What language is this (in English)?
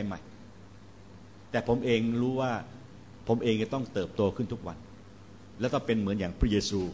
Thai